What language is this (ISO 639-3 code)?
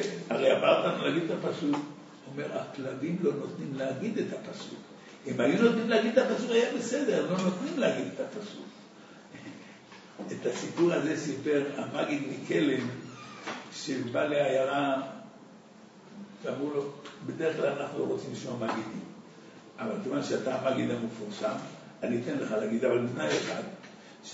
heb